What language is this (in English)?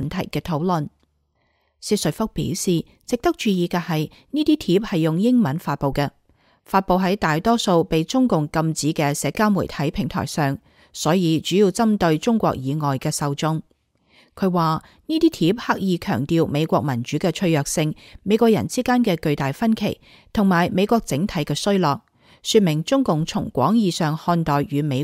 Cantonese